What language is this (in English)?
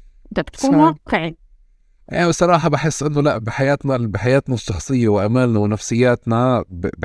North Levantine Arabic